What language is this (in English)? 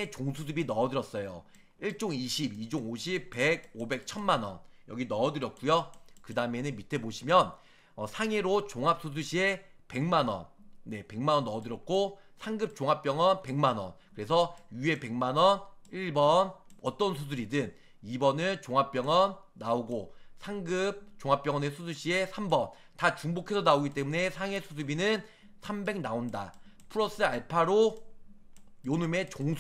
Korean